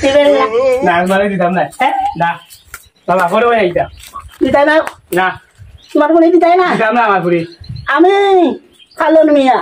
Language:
Sylheti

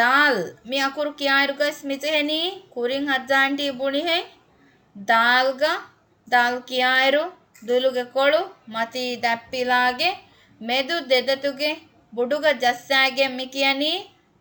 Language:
Divehi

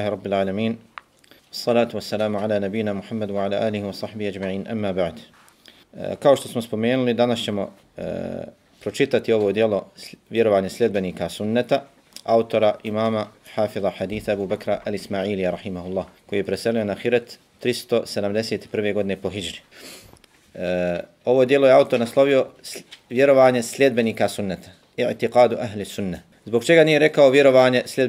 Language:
Bosnian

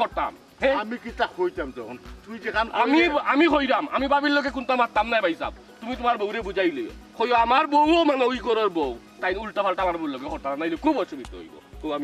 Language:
Sylheti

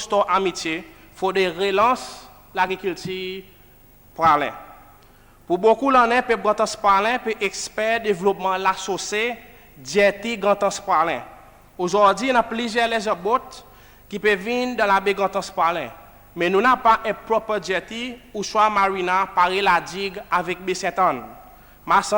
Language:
Seselwa Creole French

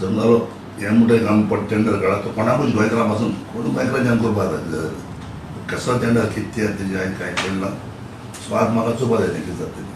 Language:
Konkani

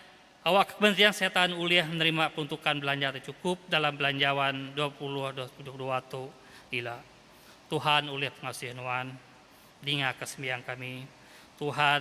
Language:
Iban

